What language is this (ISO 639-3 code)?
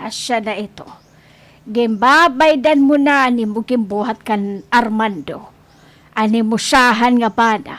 war